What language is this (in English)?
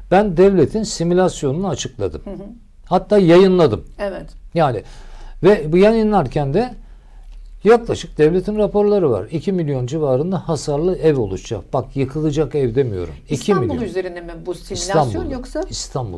Turkish